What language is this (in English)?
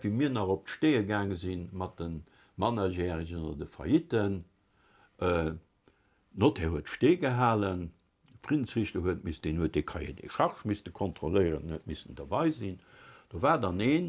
Luxembourgish